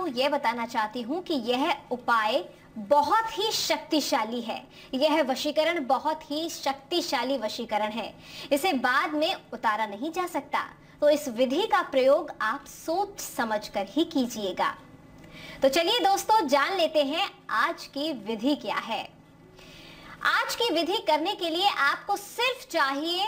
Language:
Hindi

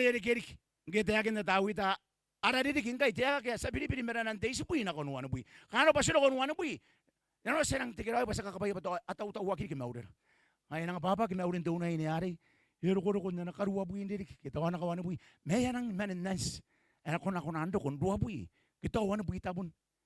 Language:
Gilbertese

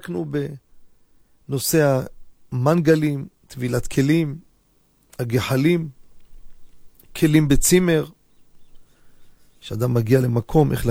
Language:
Hebrew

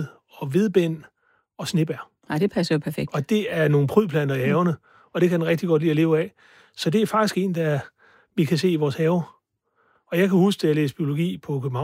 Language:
Danish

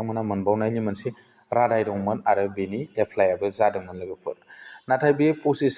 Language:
Bodo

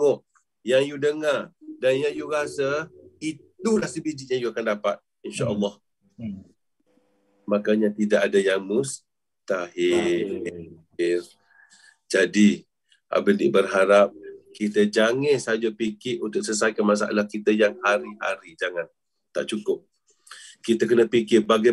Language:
Malay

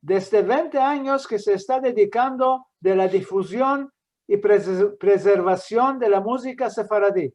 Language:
Ladino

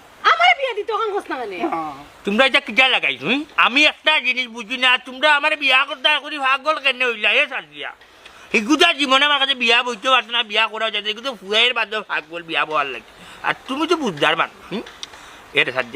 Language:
Sylheti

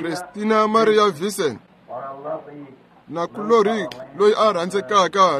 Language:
Tsonga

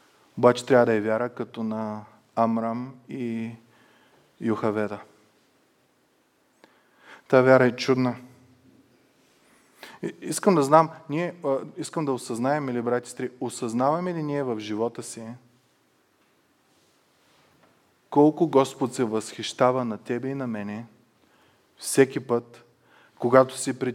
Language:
Bulgarian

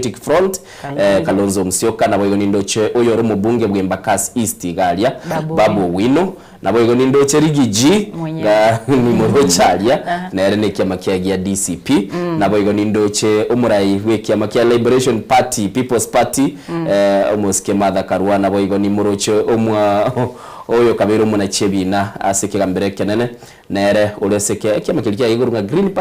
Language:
Gusii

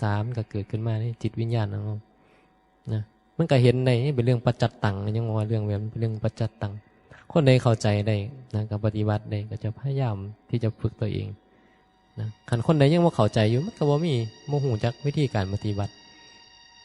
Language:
Northeastern Thai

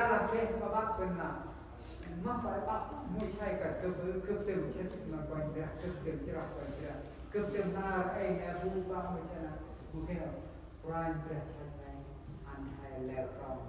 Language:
Central Mnong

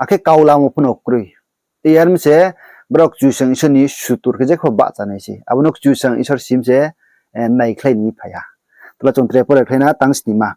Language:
Riang (India)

